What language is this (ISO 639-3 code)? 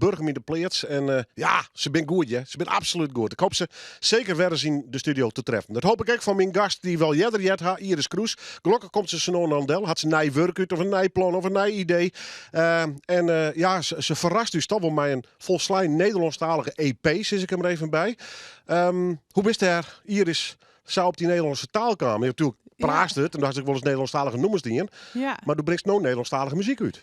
fry